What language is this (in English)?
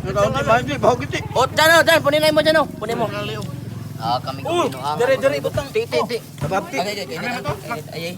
Cebuano